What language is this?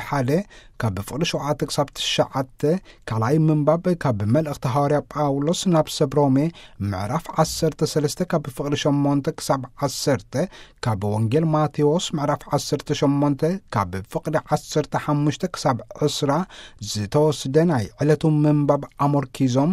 Tigrinya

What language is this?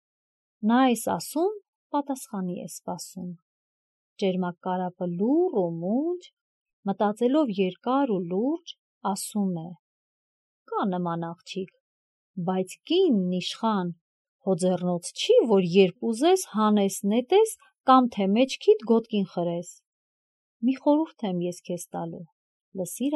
Armenian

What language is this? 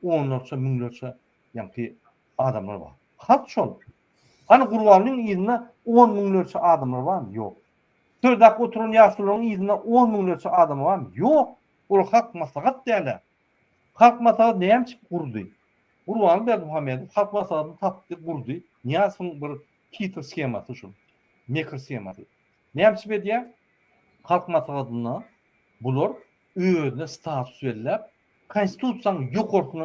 Turkmen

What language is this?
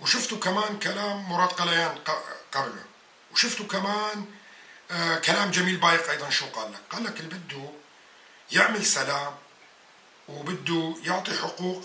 North Levantine Arabic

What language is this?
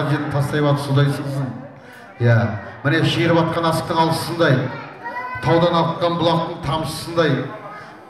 Kazakh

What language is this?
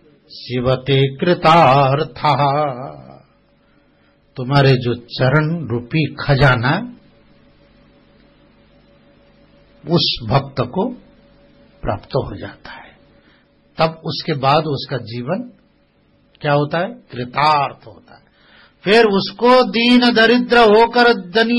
Hindi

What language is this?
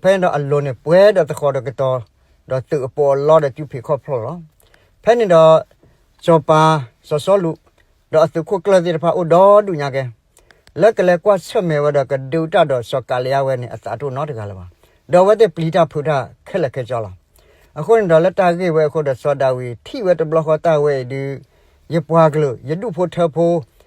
S'gaw Karen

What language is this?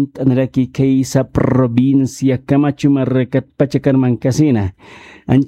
Aymara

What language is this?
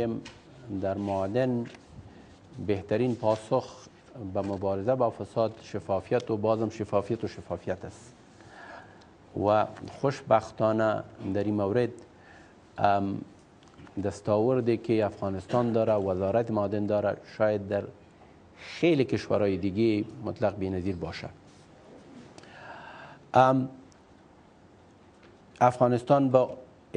Persian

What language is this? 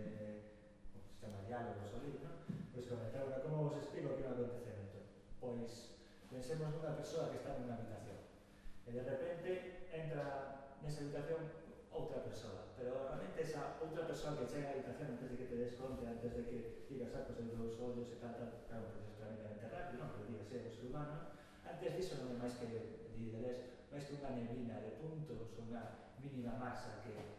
Galician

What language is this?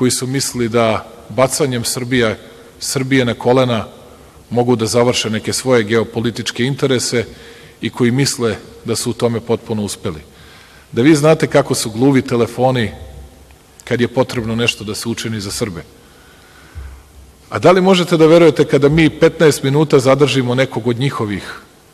Serbian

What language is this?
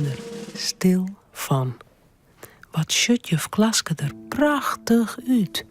Western Frisian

